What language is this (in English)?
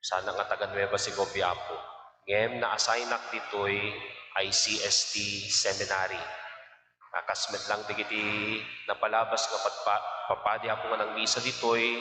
Iloko